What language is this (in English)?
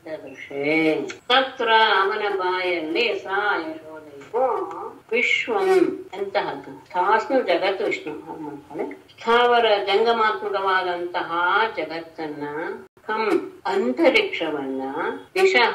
Kannada